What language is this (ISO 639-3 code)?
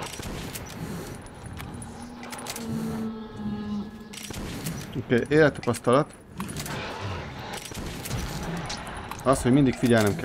hun